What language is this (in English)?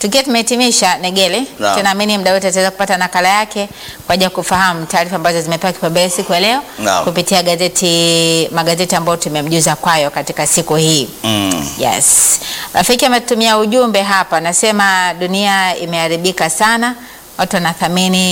Swahili